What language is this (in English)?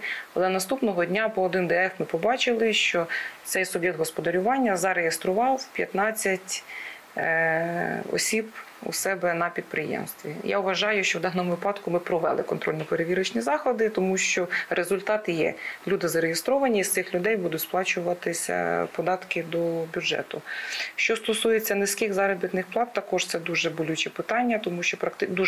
Ukrainian